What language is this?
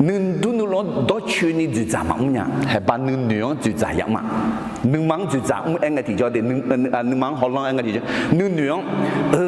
Akha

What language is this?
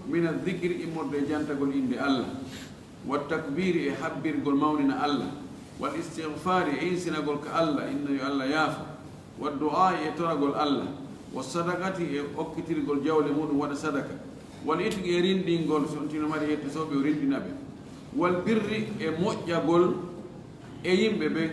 Fula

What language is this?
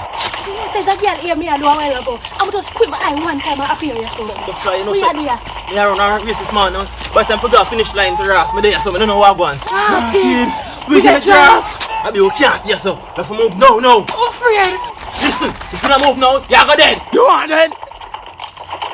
Jamaican Creole English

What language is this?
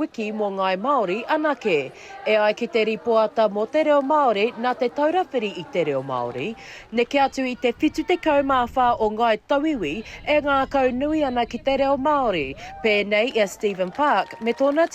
Māori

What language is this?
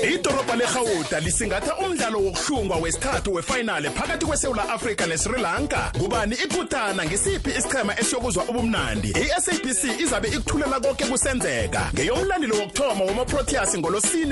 South Ndebele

